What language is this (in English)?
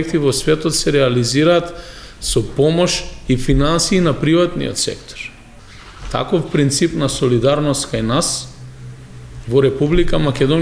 Macedonian